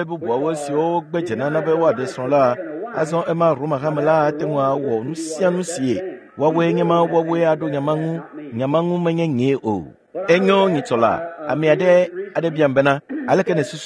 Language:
Ewe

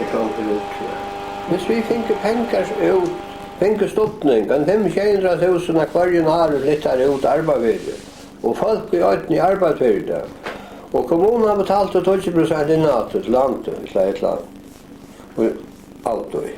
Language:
Faroese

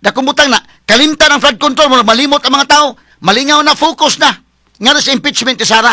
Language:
Cebuano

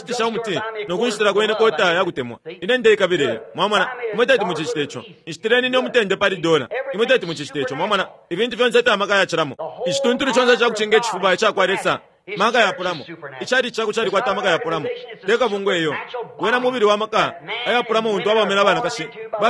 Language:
Bemba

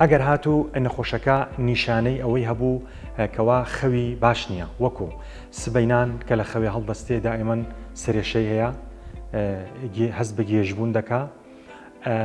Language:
Central Kurdish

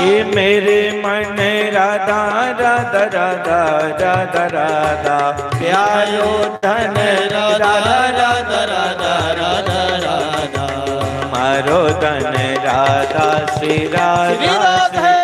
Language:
Dogri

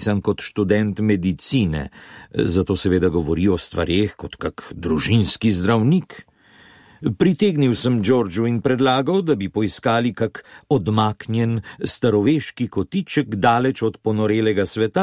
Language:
Slovenian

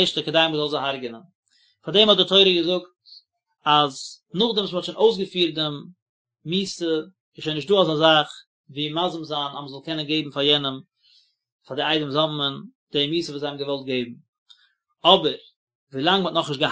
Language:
Yiddish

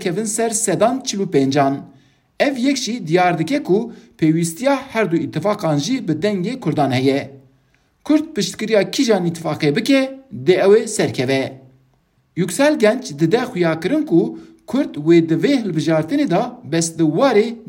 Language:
Kurdish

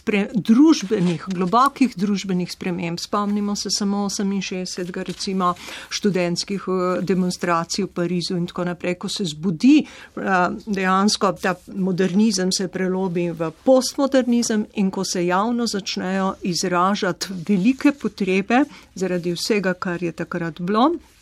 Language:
Slovenian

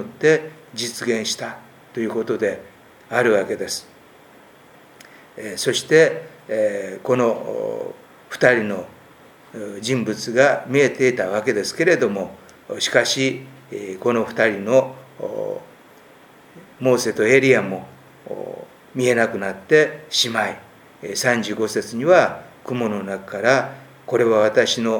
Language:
Japanese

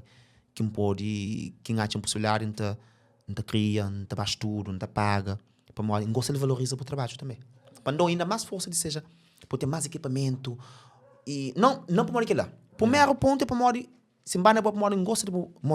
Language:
Kabuverdianu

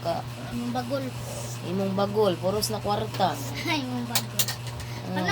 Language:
Cebuano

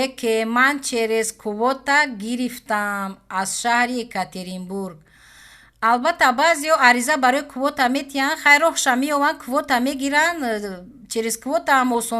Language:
Tajik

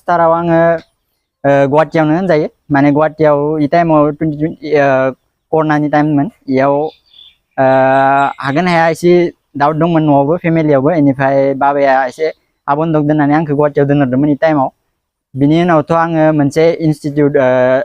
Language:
Bodo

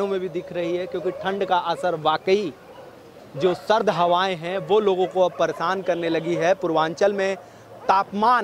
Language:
Hindi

